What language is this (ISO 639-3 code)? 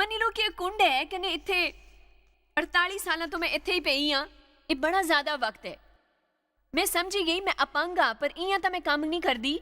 doi